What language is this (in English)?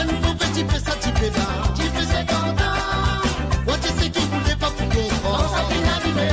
Morisyen